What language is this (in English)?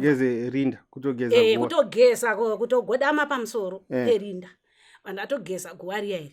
Shona